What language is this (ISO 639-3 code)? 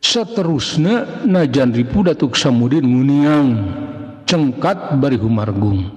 sun